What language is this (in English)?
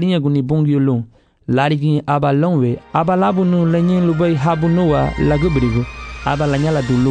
Garifuna